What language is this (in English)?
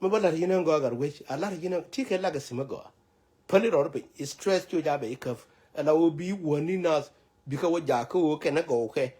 Nuer